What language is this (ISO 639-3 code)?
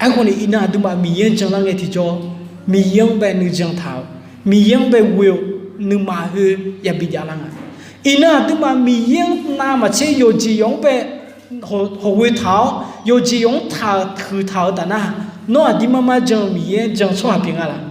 ahk